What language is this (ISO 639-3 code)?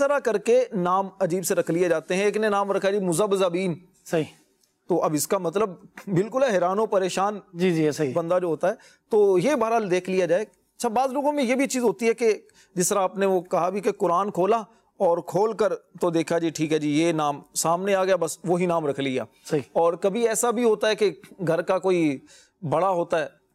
urd